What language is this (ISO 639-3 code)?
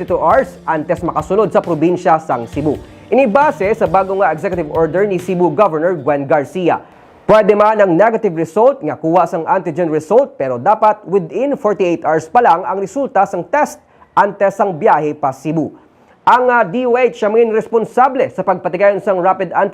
hil